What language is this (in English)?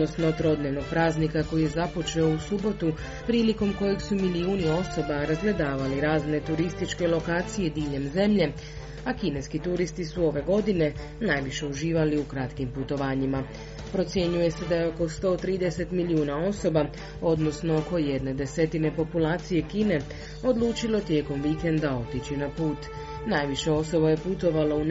Croatian